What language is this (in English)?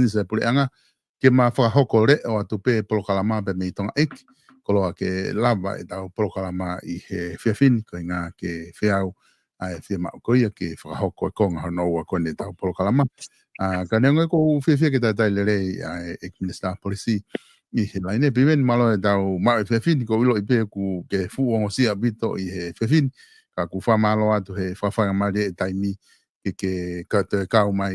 Tongan